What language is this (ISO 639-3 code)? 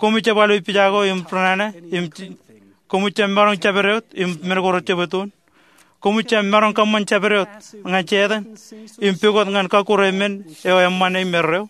mah